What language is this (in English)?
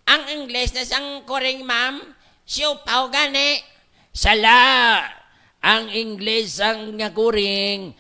Hiligaynon